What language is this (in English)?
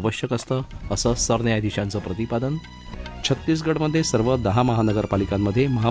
Marathi